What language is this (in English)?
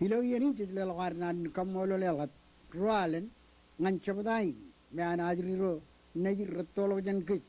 Marshallese